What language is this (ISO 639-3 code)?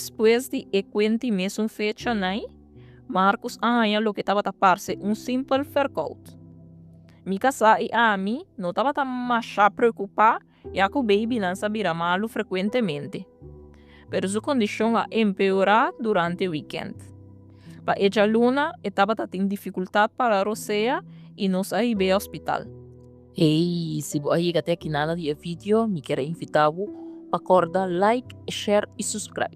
pap